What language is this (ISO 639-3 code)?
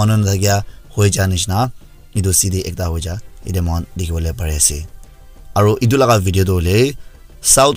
nag